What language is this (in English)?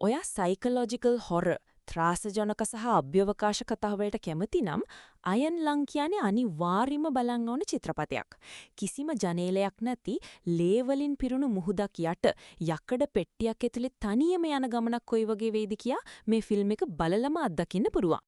Sinhala